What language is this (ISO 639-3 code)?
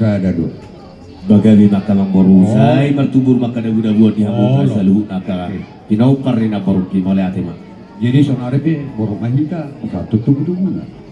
bbc